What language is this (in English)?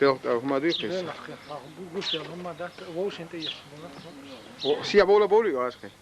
Chechen